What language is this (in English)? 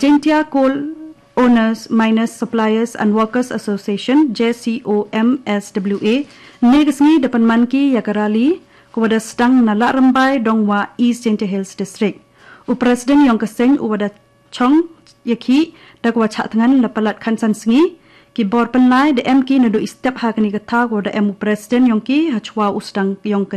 Khasi